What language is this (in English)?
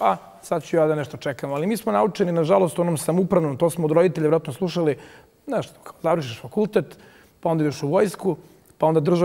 Bosnian